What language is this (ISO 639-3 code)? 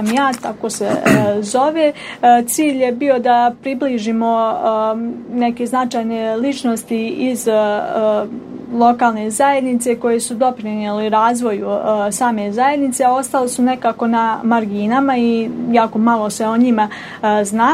bos